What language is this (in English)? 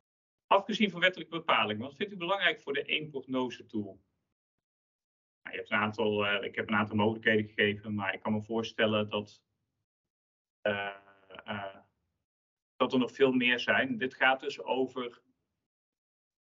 Dutch